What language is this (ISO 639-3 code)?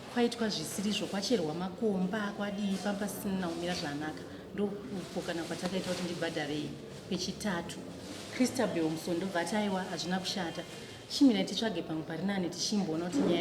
sna